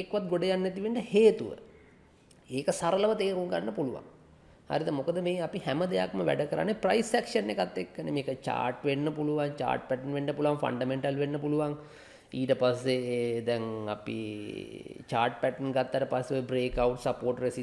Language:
Sinhala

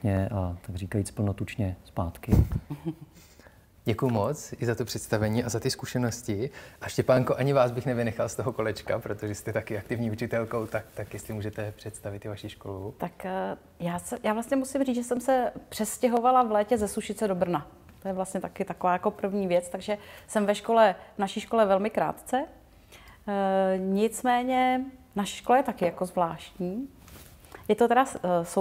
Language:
Czech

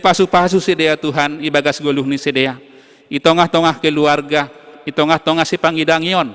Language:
Batak Simalungun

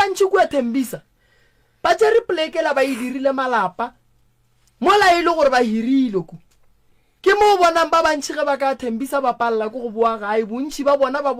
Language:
Northern Sotho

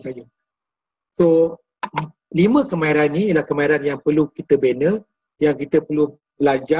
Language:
Malay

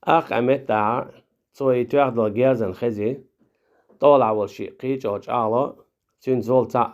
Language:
Chechen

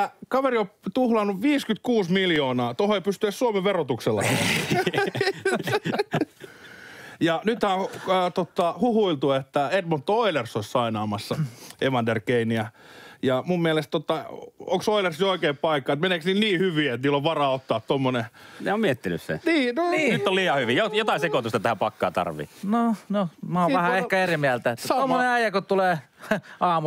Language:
Finnish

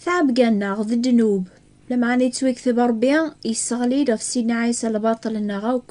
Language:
Kabyle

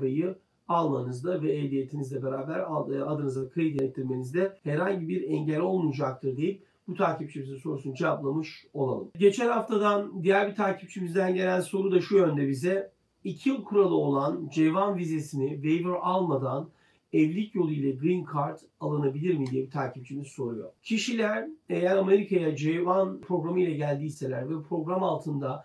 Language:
Turkish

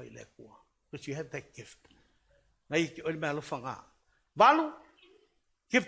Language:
Samoan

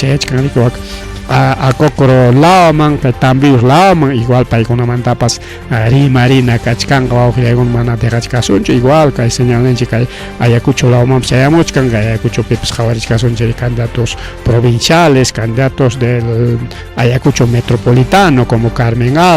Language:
Ayacucho Quechua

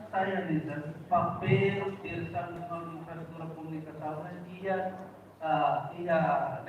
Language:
Tetum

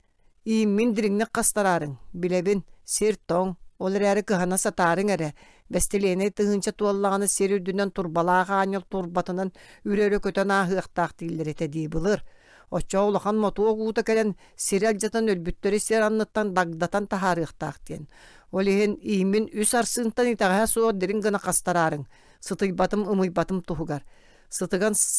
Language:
Yakut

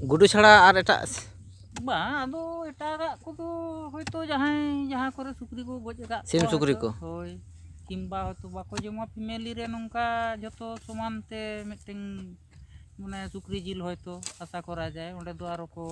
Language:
Santali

